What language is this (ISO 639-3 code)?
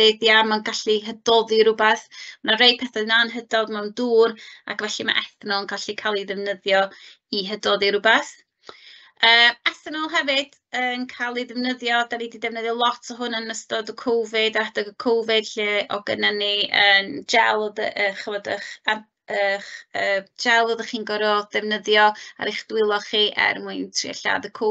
cym